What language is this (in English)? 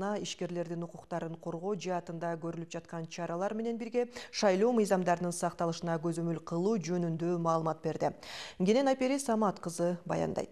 Kyrgyz